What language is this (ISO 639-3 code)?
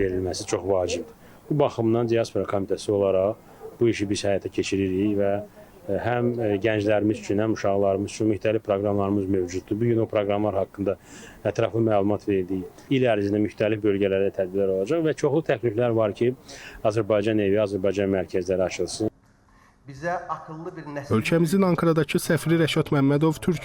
aze